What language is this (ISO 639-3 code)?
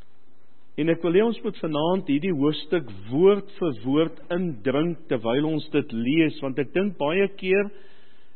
afr